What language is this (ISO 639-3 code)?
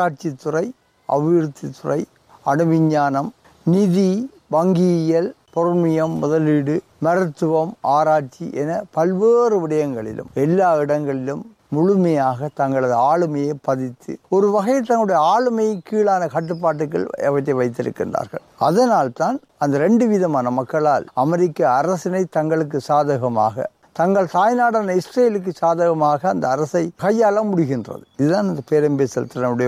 tam